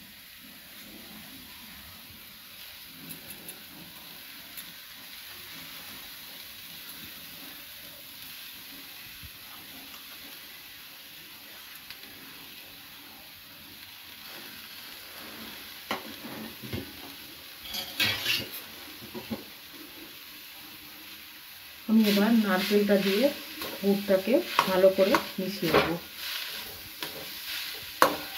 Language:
Bangla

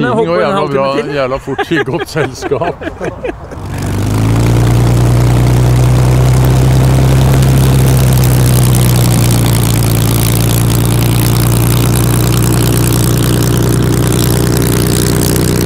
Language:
Norwegian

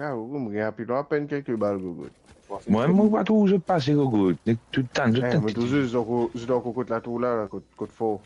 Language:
Morisyen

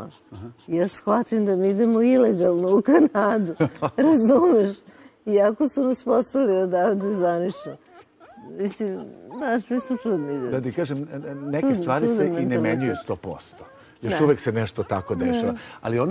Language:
Serbian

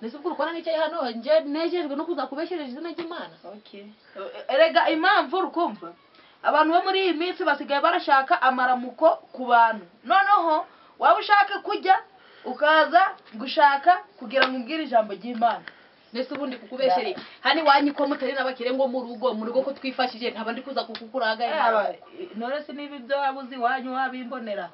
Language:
Kinyarwanda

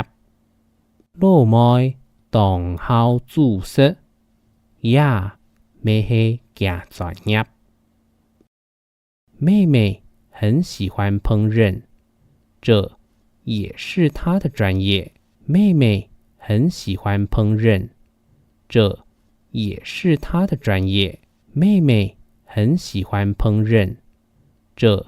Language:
Hakka Chinese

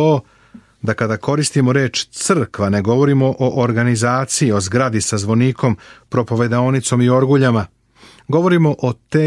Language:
Serbian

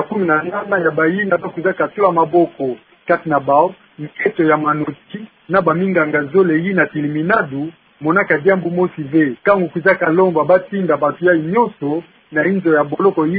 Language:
Kituba (Democratic Republic of Congo)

